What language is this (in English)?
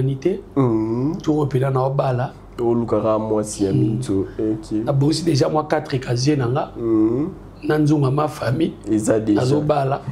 Lingala